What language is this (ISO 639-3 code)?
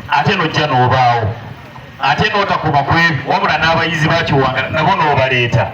lug